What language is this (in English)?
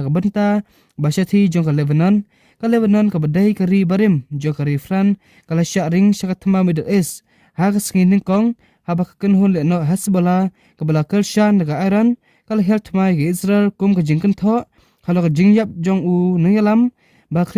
Khasi